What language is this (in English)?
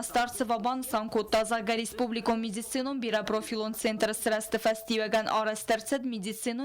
Ossetic